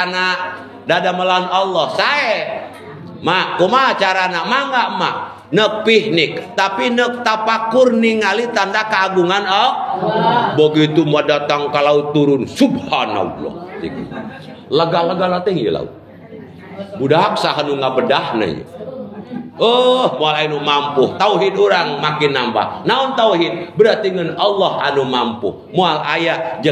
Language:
Sundanese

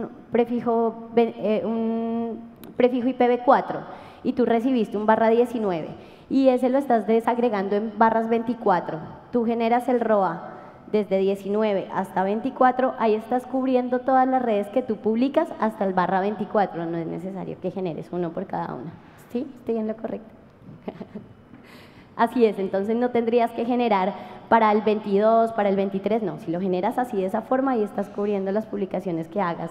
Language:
Spanish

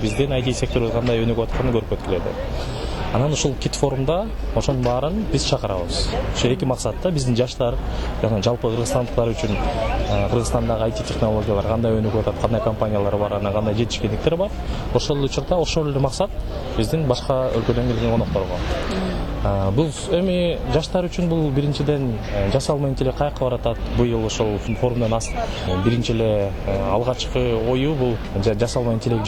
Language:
Kyrgyz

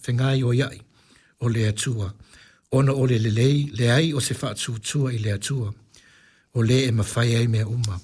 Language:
Samoan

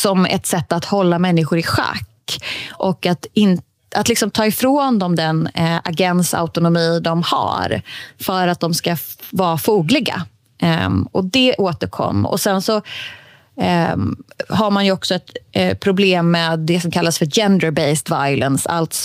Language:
Swedish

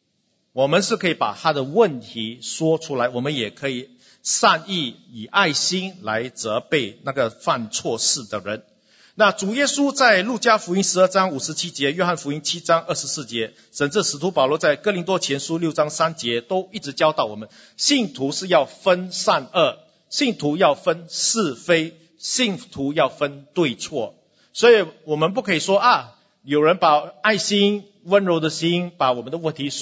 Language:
Chinese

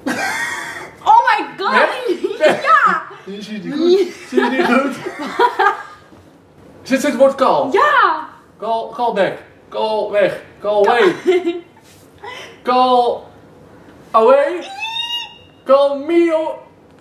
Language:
Dutch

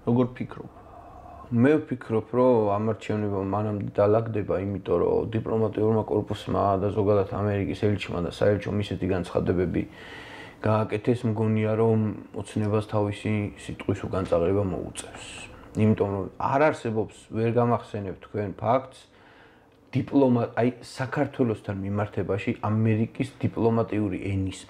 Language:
Georgian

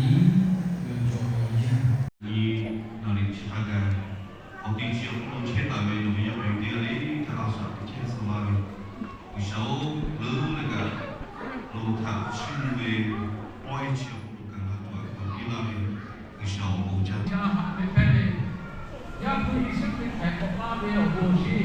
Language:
Lahu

